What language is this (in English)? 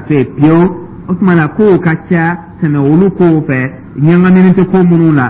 Dyula